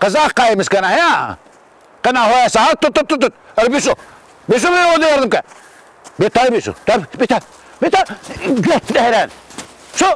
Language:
Zaza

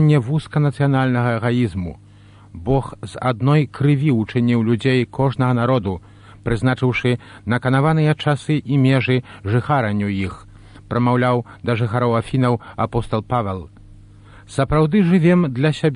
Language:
Belarusian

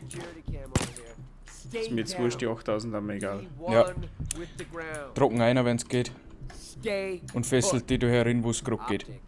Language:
Bavarian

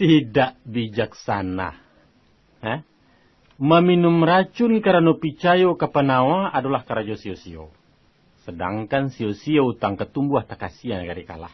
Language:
Minangkabau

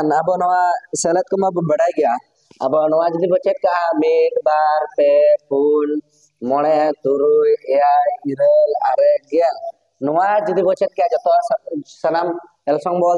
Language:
Santali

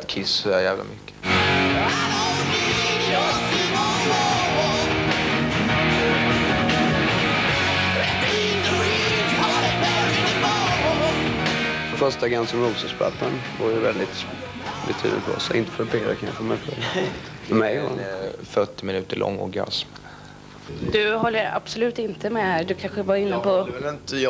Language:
Swedish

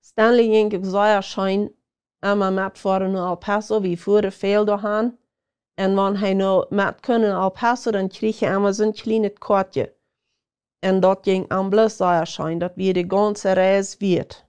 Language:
Plautdietsch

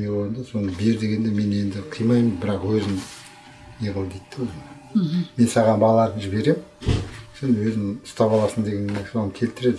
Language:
Kazakh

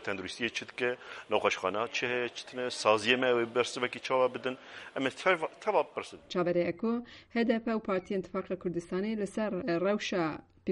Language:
Kurdish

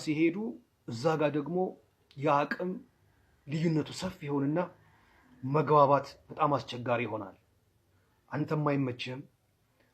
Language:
Amharic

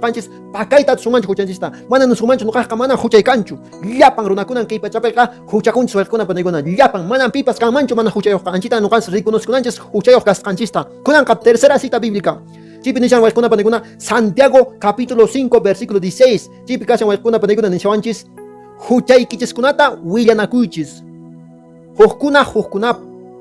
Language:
Quechua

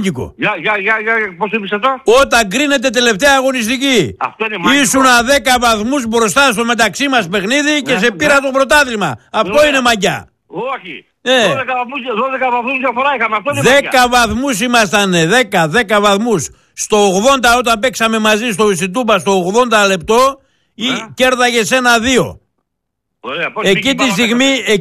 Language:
Greek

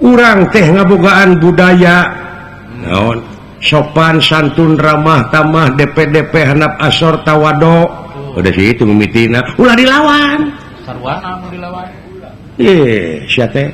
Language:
Sundanese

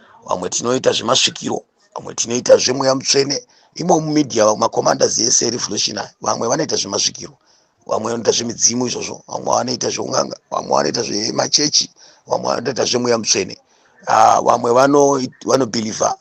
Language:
Shona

